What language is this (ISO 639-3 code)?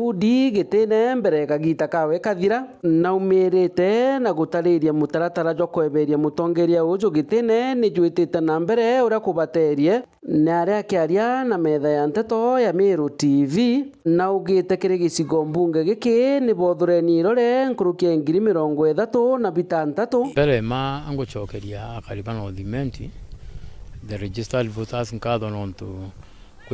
mer